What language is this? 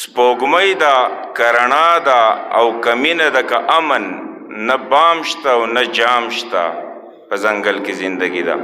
Pashto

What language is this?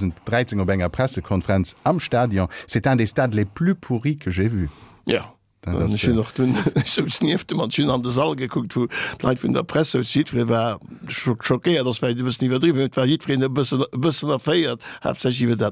Luxembourgish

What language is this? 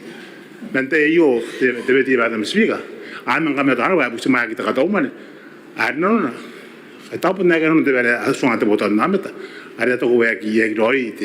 Gilbertese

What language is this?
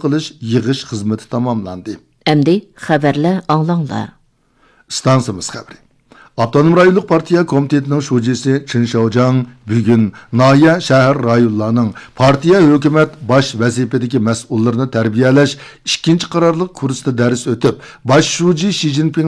Uyghur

